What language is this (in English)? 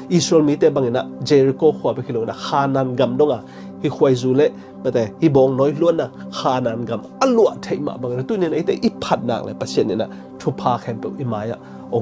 Tedim Chin